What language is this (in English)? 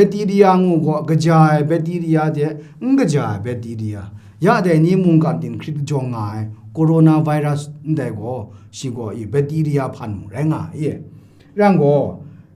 Kachin